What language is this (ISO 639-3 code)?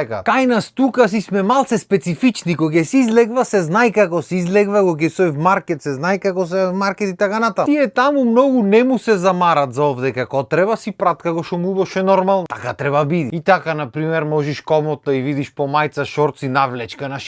mkd